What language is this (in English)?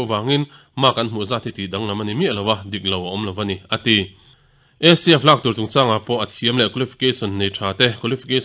Mizo